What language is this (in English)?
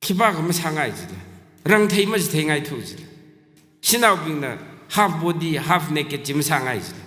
Tangkhul Naga (India)